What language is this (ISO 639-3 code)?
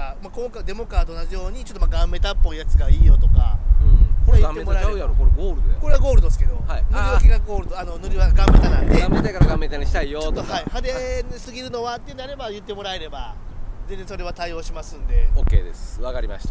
jpn